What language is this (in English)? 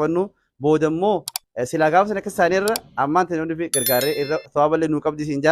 Oromo